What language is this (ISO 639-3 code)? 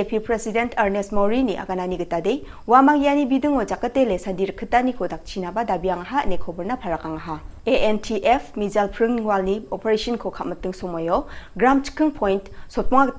grt